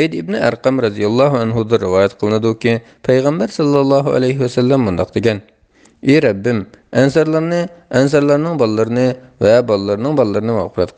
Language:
Uyghur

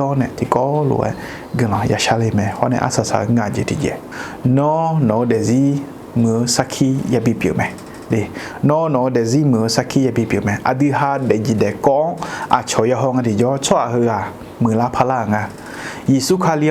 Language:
Akha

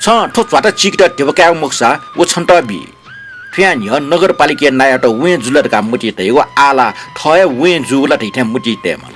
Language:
Newari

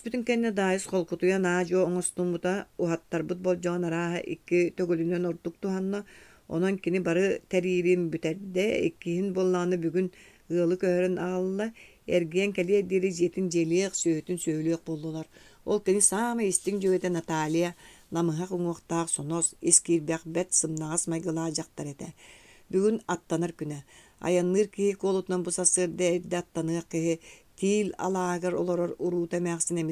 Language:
Yakut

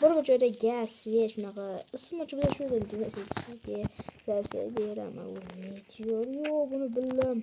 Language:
Uzbek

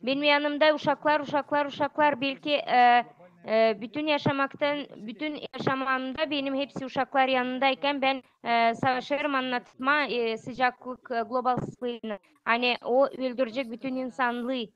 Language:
Gagauz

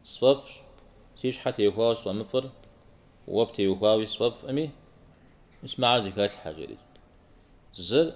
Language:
Kabardian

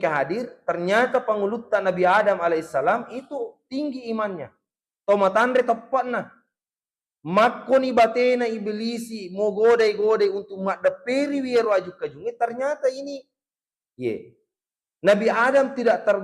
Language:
Buginese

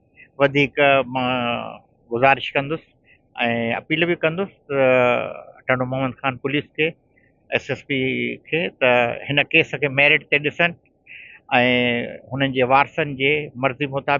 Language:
Sindhi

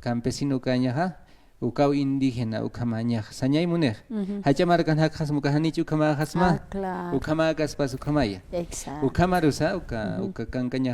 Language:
Aymara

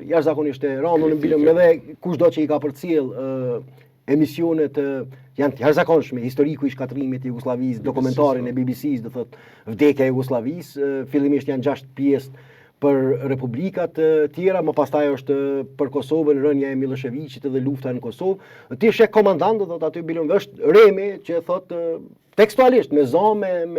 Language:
Albanian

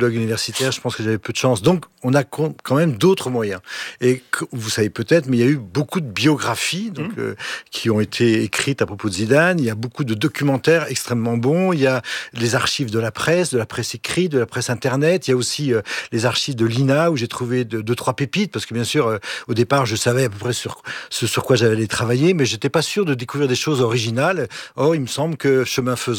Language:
French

